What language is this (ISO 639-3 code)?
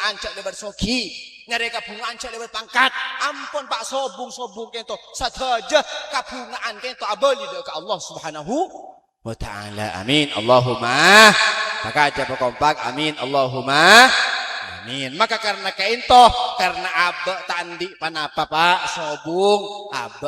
mad